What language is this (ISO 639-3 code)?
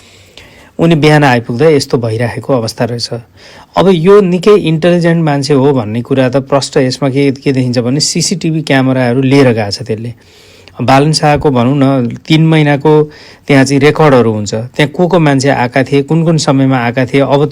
nep